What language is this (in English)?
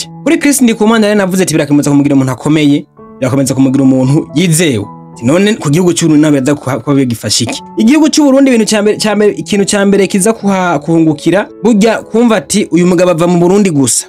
Rundi